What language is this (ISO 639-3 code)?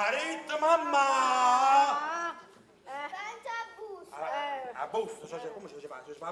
nap